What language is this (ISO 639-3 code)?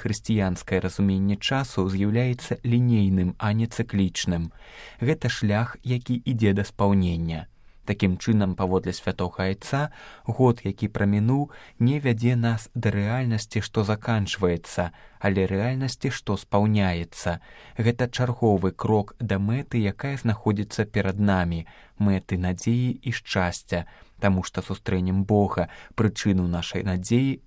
bel